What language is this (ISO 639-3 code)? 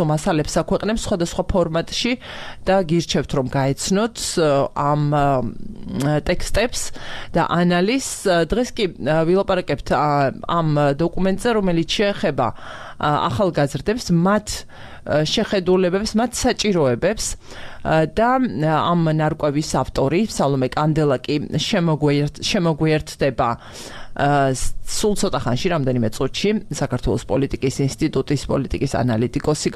kat